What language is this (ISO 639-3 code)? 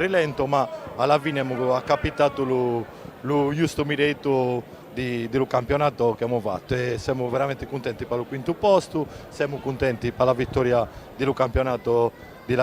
srd